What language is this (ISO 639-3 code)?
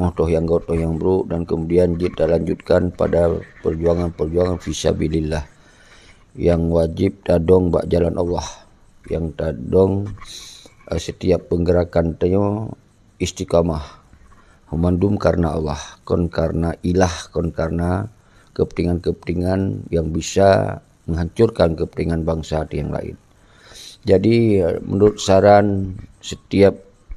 ace